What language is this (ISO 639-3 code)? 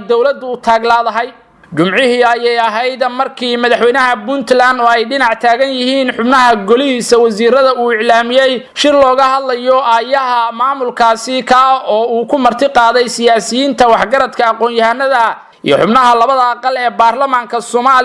som